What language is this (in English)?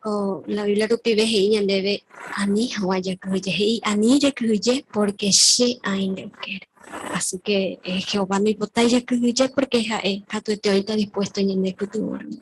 Guarani